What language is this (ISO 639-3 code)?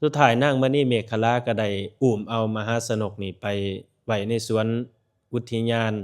lao